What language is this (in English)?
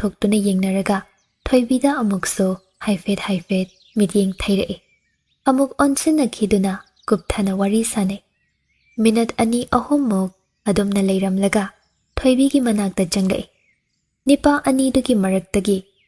Manipuri